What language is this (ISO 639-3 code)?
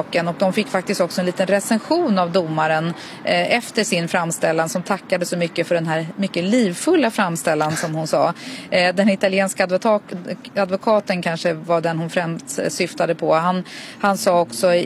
swe